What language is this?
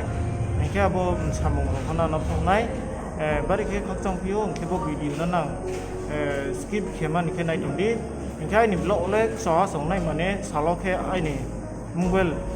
Riang (India)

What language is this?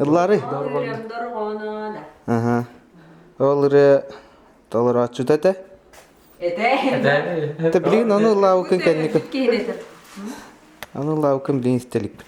Yakut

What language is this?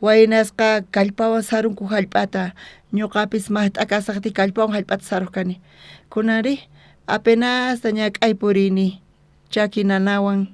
South Bolivian Quechua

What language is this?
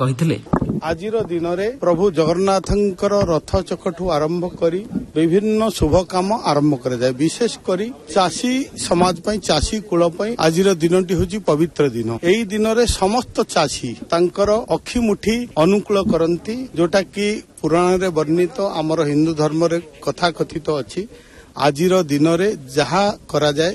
Odia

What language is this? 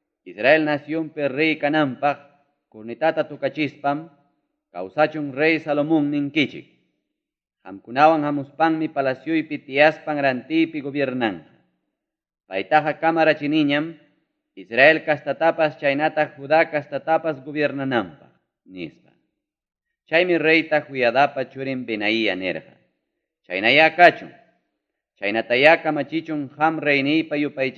Ayacucho Quechua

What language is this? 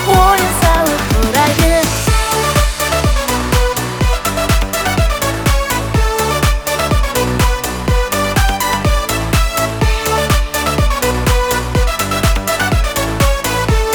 Kazakh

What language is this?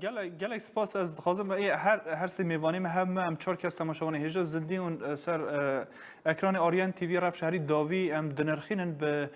Kurdish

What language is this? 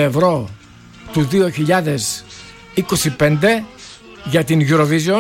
Greek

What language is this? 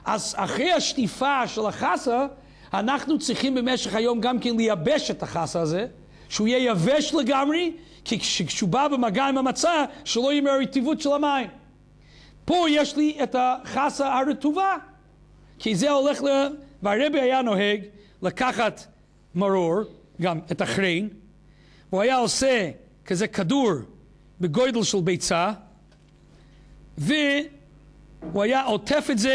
Hebrew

